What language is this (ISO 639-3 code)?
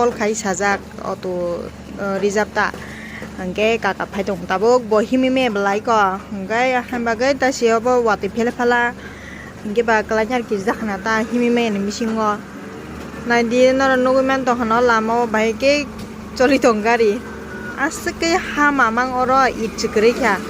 trp